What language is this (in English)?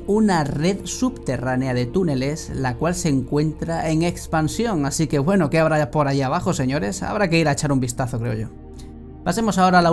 Spanish